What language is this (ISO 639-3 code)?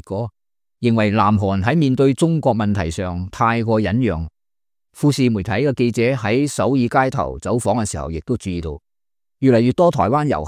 yue